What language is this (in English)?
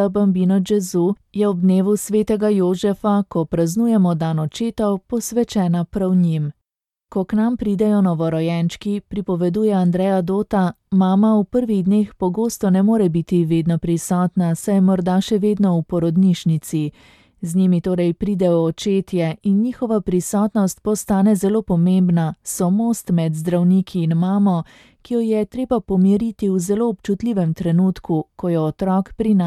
Slovenian